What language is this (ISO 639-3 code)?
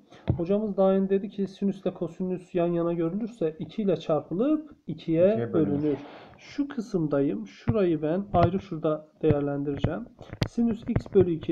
tur